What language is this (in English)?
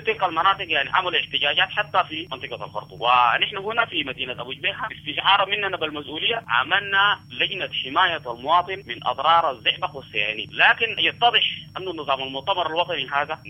Sudanese Arabic